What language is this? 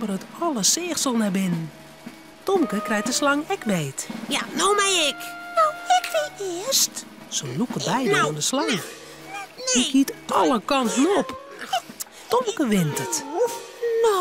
Western Frisian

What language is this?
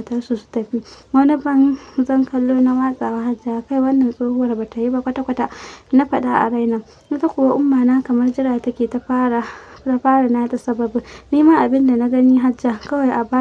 Hausa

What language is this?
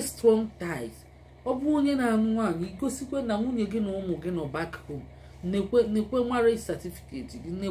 Igbo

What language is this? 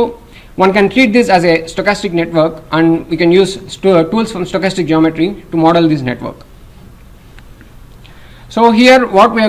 English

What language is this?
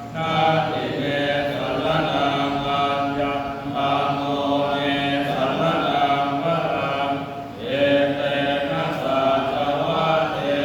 Pali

